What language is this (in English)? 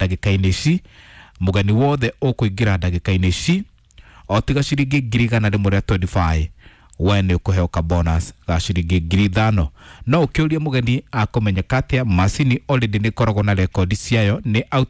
Kikuyu